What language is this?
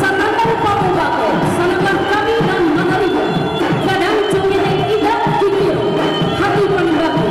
Minangkabau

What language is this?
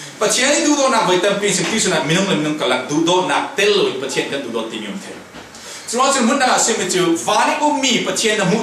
Falam Chin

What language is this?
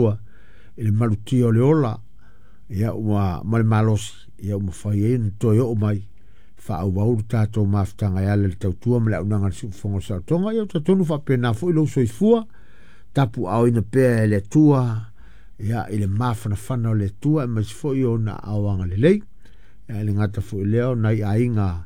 Samoan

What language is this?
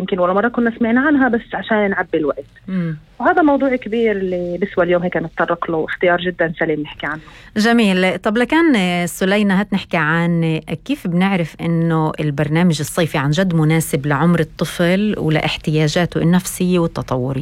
North Levantine Arabic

